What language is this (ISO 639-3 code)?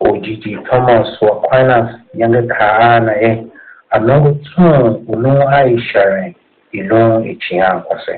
tiv